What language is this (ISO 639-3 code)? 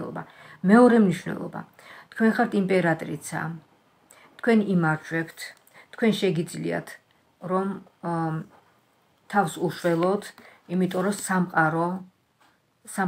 kat